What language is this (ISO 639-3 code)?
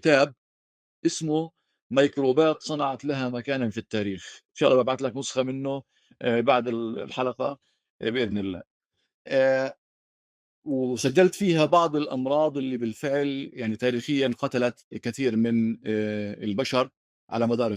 apc